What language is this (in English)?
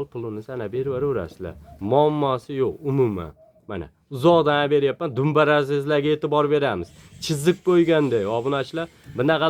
Uzbek